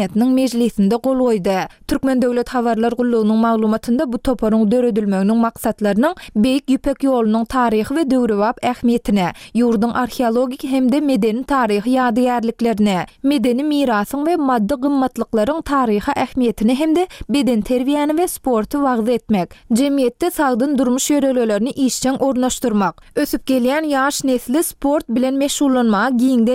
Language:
Turkmen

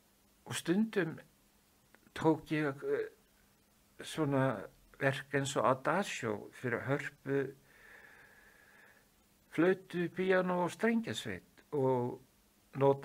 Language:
Icelandic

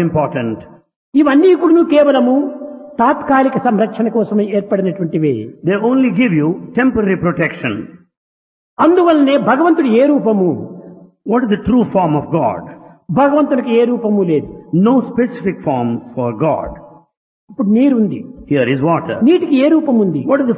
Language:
Telugu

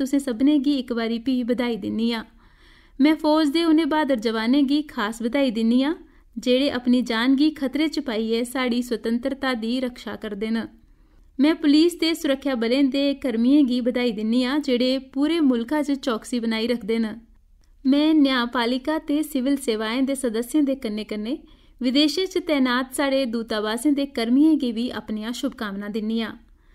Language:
Dogri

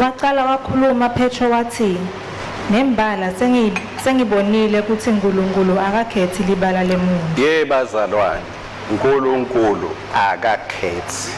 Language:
Swati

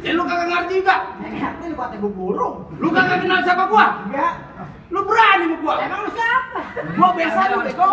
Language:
Betawi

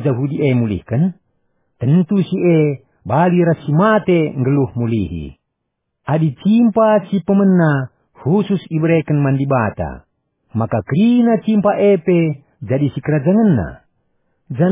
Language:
Batak Karo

